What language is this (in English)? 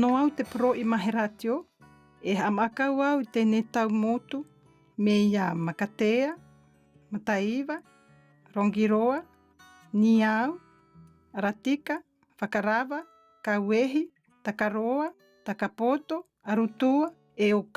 South Marquesan